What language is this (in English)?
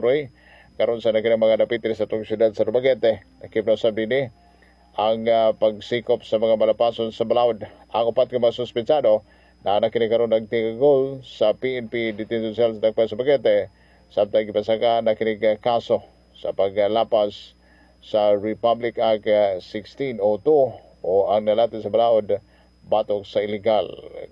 Cebuano